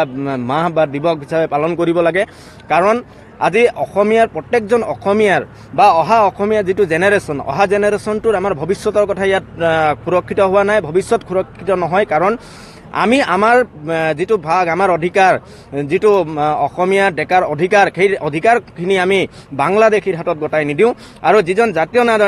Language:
Assamese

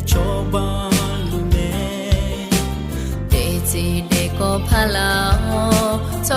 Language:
Akha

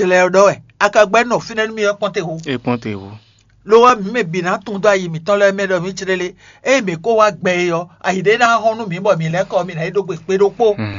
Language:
Fon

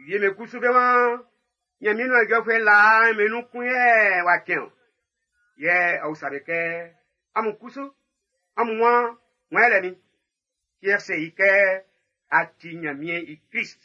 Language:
Baoulé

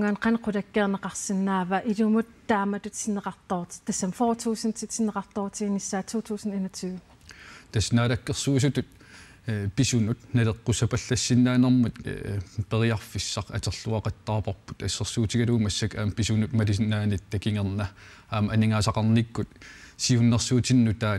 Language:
Kalaallisut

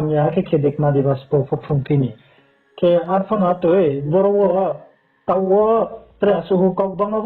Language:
Riang (India)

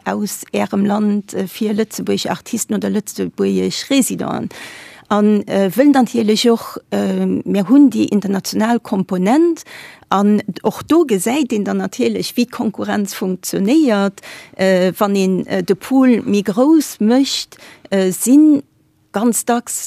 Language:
Luxembourgish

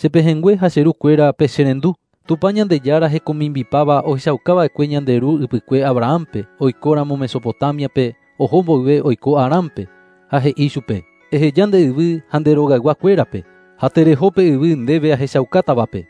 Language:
Guarani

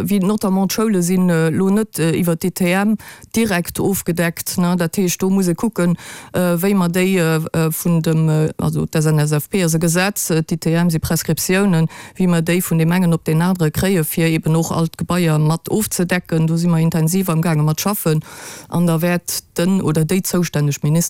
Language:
Luxembourgish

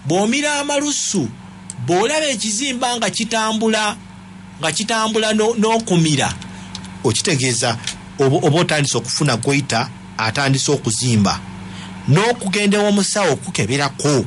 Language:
Ganda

